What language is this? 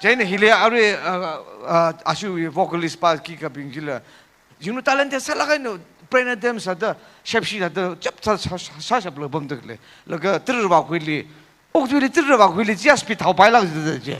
Tangkhul Naga (India)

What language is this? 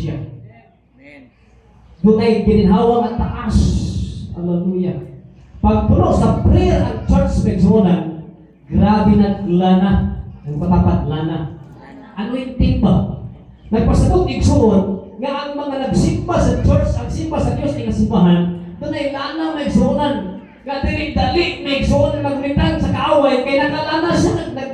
Cebuano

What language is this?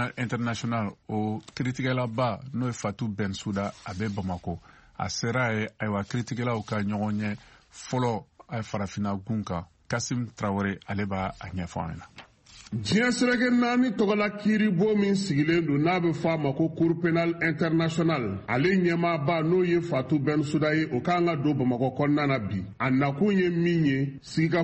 Bambara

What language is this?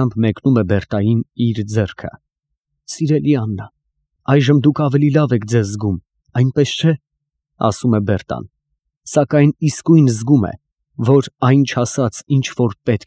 Armenian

